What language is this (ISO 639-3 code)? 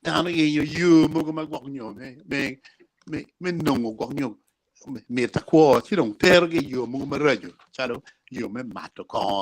ach